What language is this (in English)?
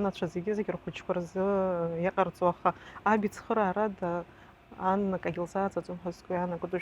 Abkhazian